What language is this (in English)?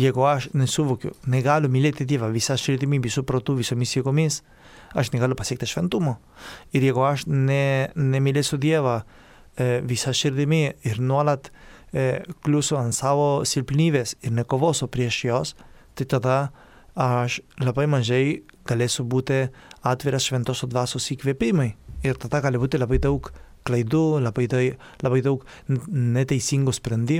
Lithuanian